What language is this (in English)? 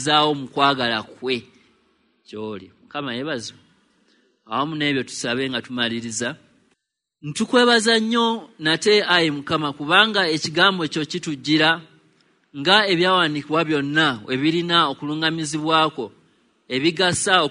Ganda